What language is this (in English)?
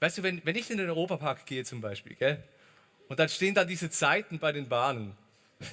Swiss German